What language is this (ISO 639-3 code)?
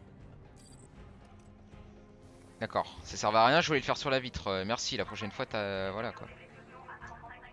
fra